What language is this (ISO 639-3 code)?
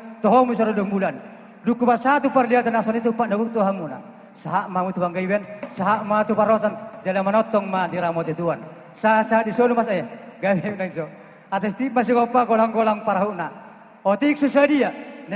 bbc